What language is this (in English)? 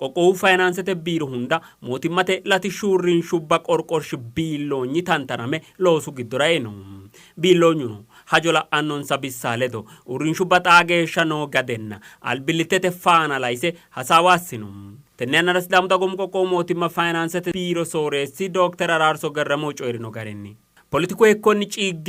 Sidamo